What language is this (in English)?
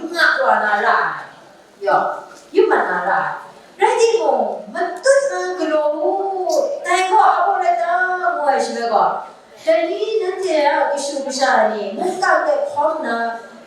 Kachin